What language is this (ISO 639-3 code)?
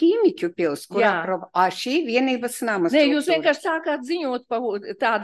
lav